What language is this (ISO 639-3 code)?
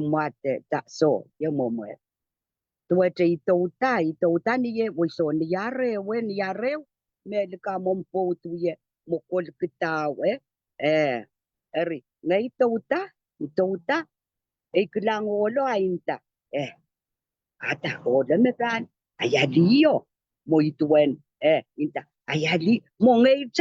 pon